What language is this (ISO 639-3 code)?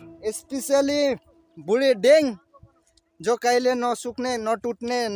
nep